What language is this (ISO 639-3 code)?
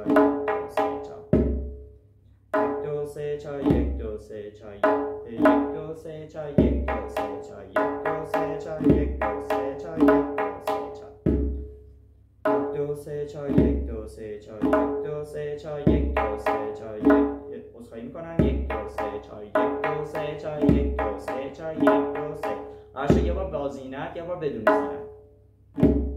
fas